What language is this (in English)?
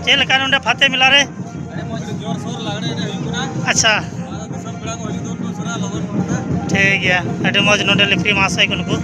Santali